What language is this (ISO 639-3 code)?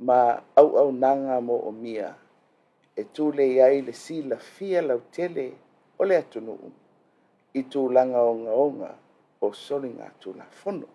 smo